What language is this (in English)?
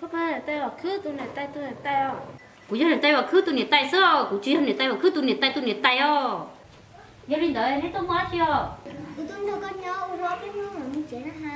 Hmong